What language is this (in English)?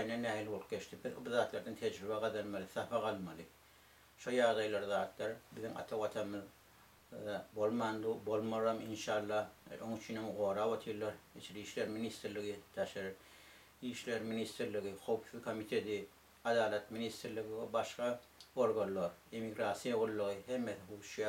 Turkmen